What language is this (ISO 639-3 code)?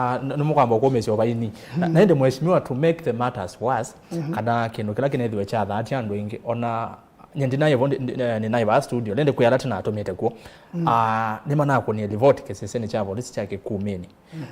kam